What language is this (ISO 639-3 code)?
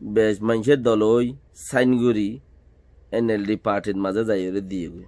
rhg